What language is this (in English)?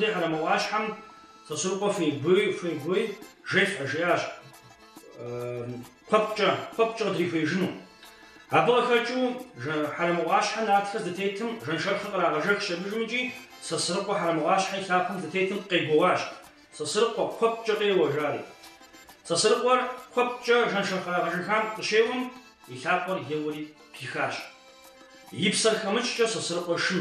Kabardian